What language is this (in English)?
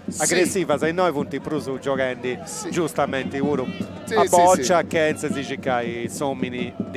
Sardinian